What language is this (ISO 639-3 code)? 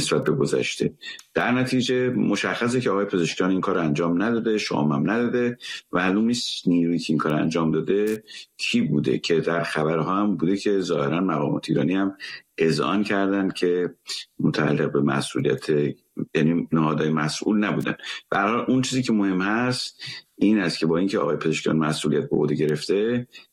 fas